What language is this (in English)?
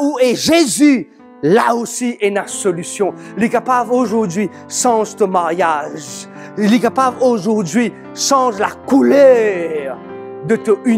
Morisyen